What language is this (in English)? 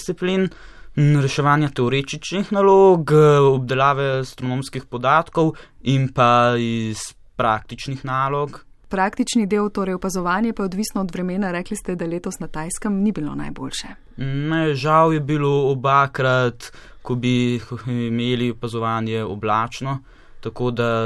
Slovenian